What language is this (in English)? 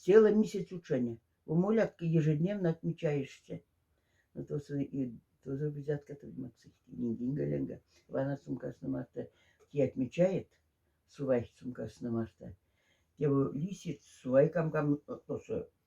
Moksha